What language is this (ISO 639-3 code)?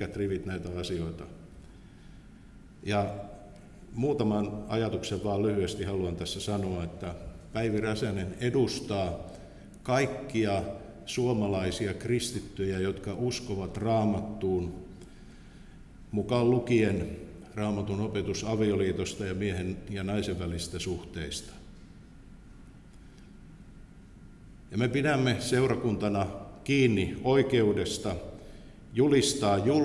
fin